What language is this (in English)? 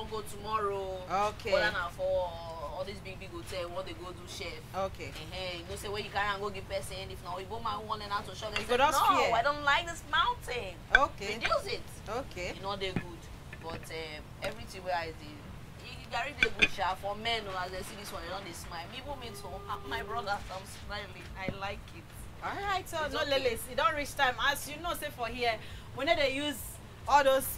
Nigerian Pidgin